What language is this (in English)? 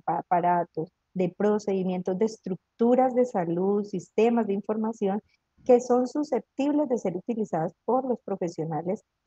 Spanish